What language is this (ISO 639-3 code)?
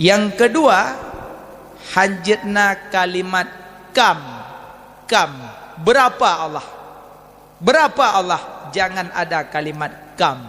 ace